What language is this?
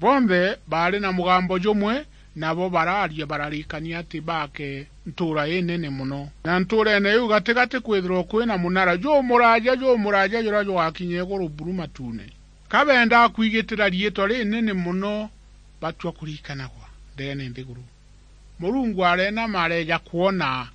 Meru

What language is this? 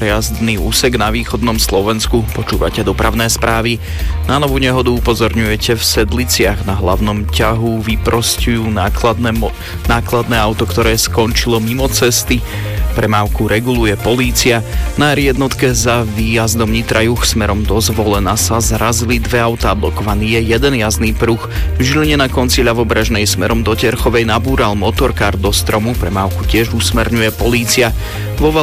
Slovak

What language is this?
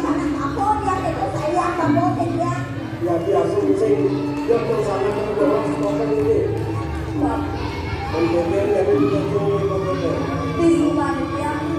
Balinese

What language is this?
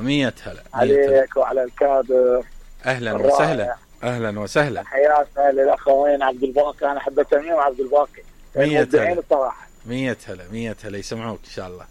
Mesopotamian Arabic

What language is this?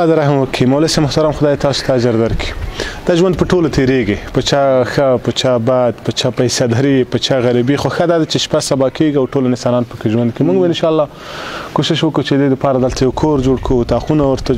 Pashto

